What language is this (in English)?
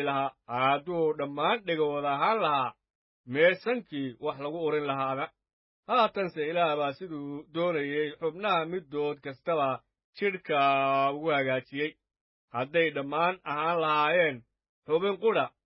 Somali